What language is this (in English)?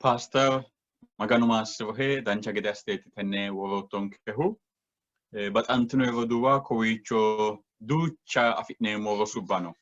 Sidamo